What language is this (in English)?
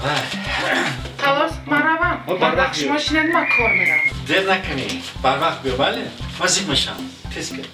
Tajik